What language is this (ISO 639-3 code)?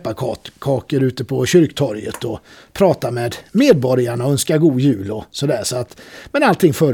swe